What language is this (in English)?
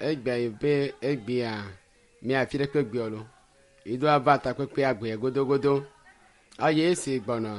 Ewe